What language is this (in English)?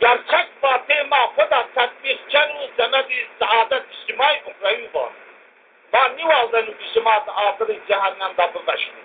Zaza